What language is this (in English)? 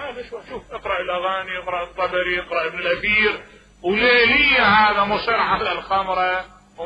Mesopotamian Arabic